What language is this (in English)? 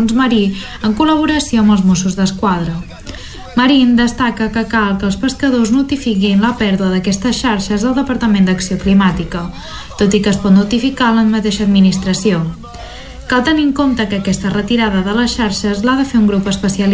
Catalan